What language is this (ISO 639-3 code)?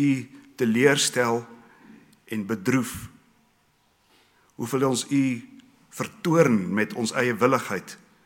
afr